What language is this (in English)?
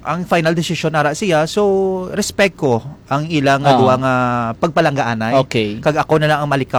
Hiligaynon